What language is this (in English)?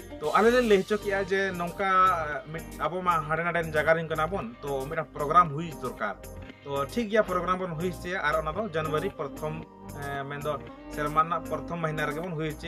Santali